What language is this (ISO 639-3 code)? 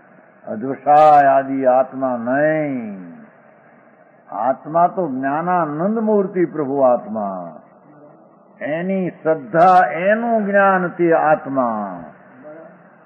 guj